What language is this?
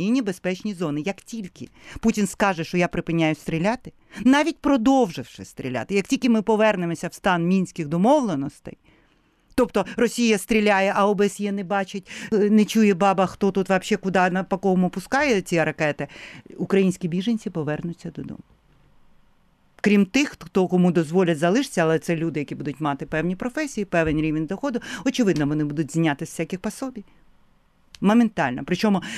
Ukrainian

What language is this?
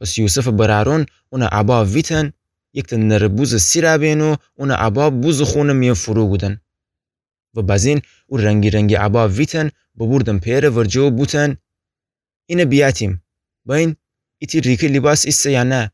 Gilaki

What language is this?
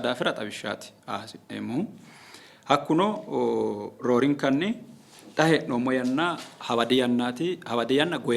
Sidamo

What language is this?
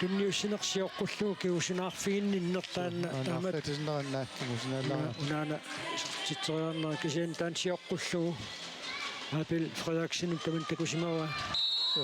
Kalaallisut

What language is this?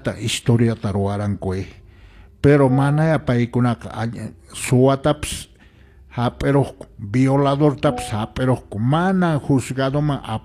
Quechua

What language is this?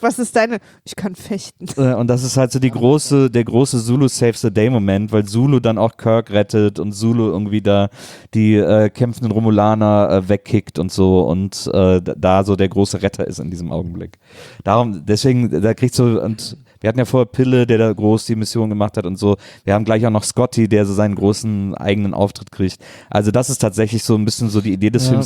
German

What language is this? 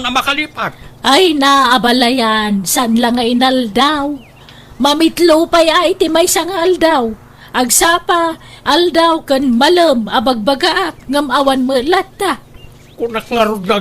Iloko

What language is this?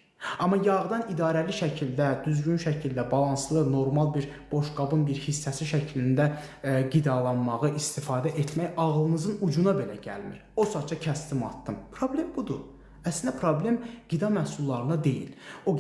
Azerbaijani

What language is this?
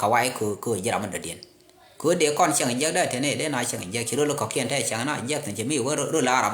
Nuer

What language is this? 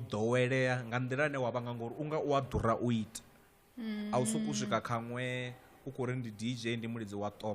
Venda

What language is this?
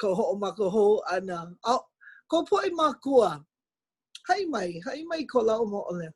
Hawaiian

